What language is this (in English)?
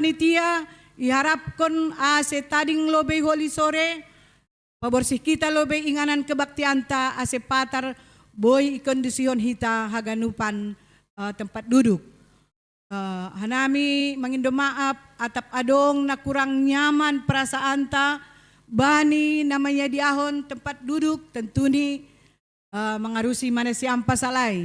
Batak Simalungun